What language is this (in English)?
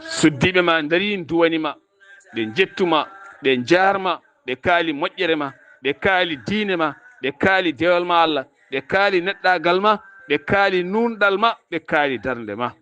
Fula